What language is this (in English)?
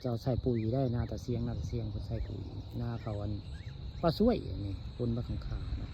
Northeastern Thai